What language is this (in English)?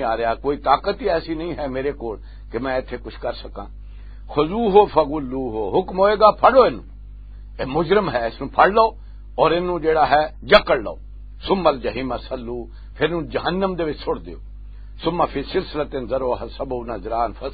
Western Panjabi